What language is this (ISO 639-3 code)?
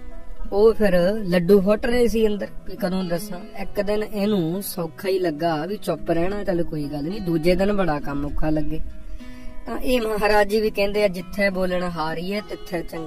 pan